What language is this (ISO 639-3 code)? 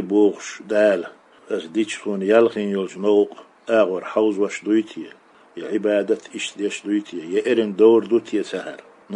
che